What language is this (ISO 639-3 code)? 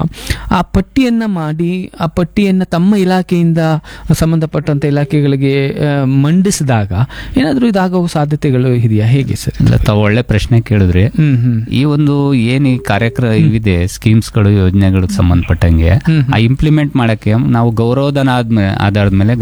kan